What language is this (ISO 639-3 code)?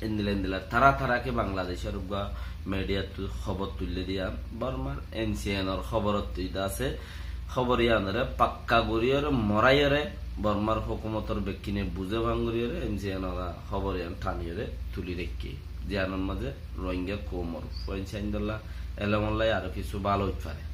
rhg